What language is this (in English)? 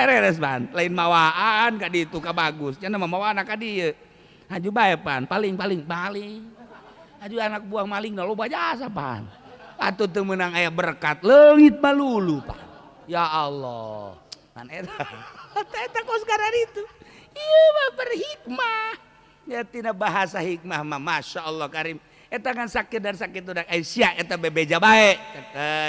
Sundanese